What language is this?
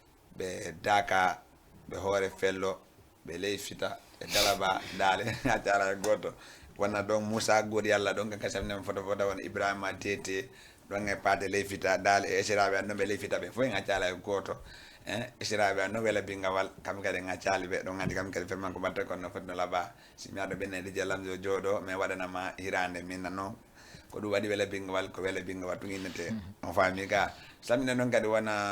Fula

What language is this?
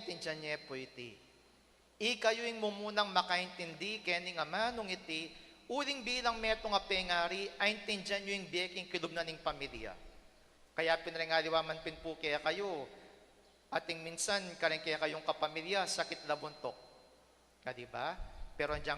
Pampanga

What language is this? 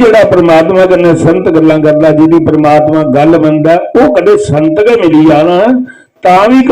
Dogri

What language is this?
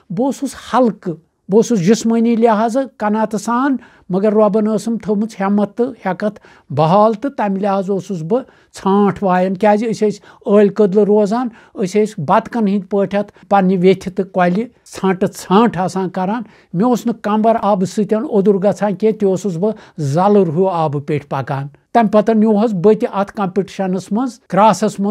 Kashmiri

